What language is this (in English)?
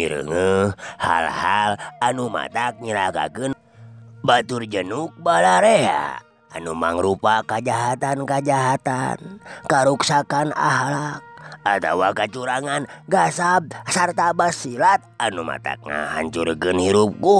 Sundanese